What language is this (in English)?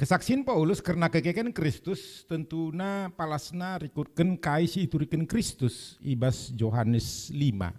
Batak Karo